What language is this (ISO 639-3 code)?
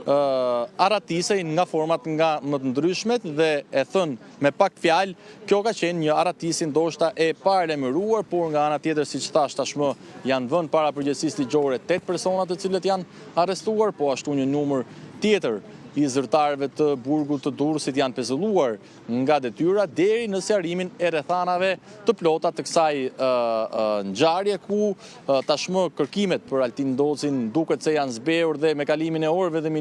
sqi